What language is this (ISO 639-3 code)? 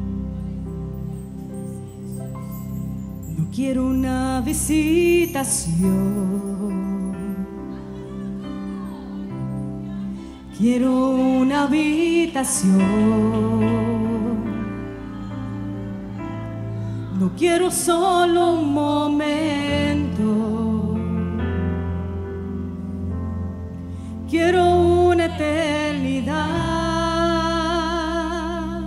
spa